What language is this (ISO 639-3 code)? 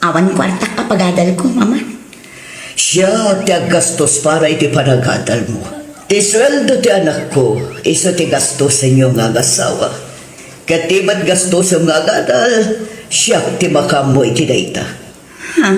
ilo